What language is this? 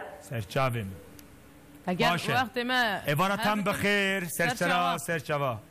Kurdish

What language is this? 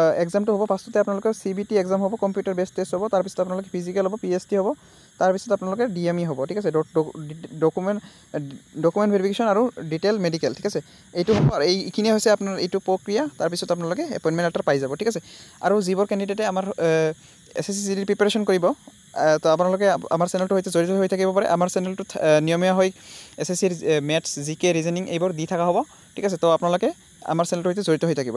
Assamese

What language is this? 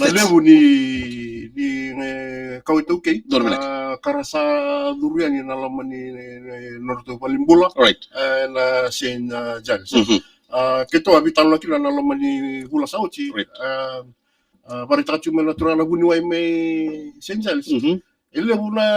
Fijian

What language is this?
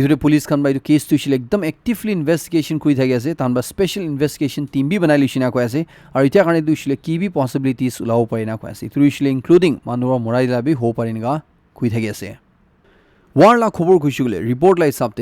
Naga Pidgin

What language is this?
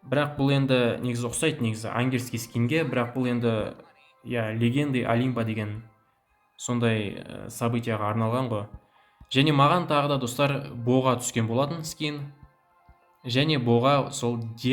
Kazakh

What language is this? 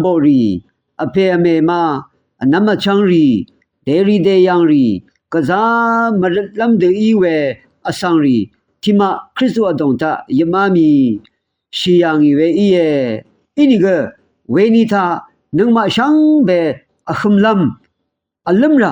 Rawang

